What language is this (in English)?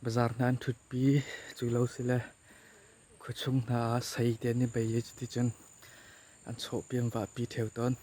Hakha Chin